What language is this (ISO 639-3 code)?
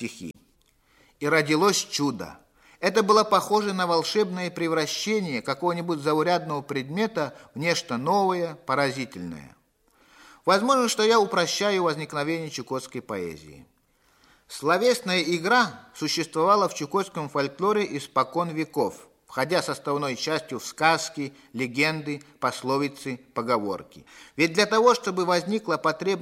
rus